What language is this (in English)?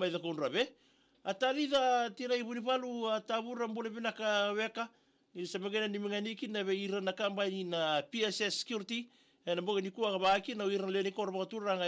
Fijian